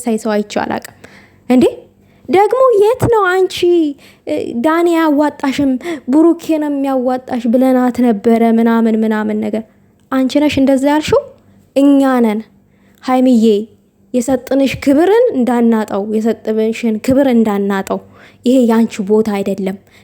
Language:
Amharic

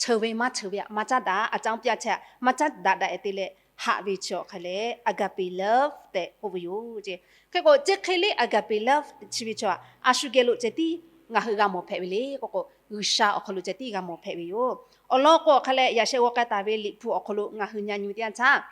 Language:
Lahu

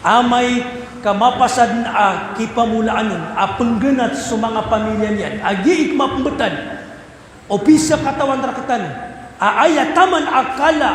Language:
Maranao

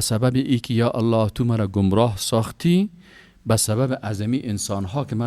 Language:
Persian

